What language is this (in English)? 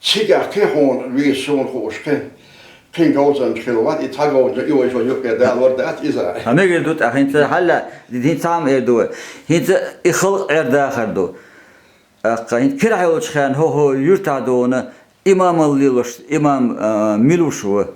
Chechen